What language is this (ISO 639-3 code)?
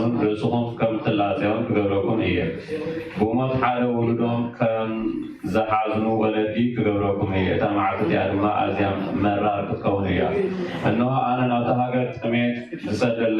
tir